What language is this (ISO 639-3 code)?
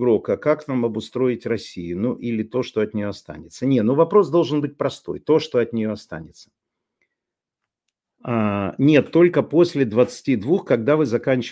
rus